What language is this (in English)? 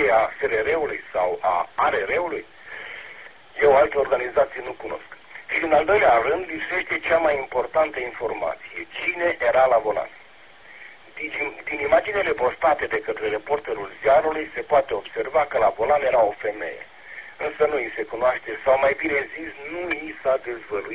Romanian